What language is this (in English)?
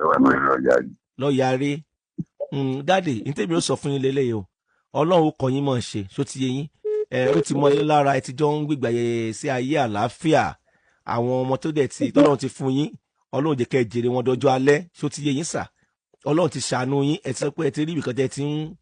Yoruba